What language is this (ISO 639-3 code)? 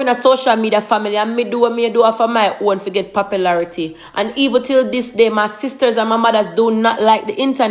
jam